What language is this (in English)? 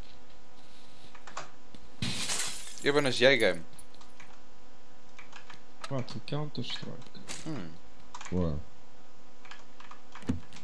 Afrikaans